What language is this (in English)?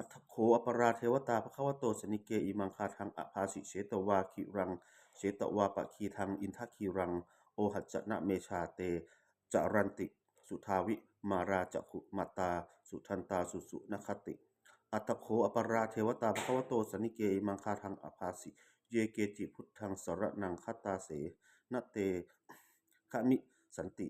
Pali